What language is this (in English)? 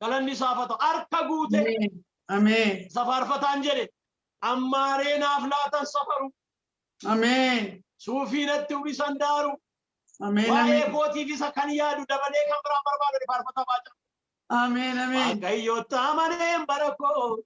Oromo